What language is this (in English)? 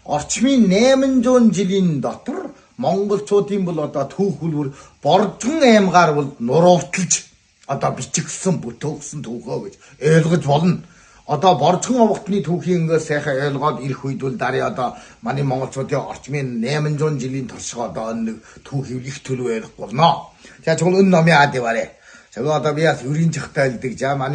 Mongolian